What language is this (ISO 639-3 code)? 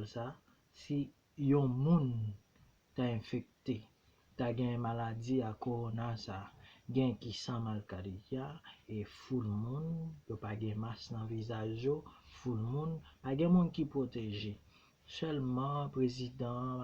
hat